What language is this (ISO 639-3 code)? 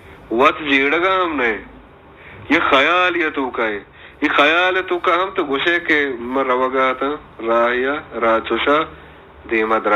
bal